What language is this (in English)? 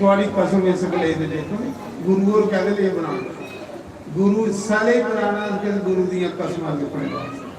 Dogri